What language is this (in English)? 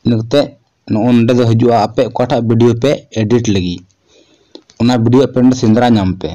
Santali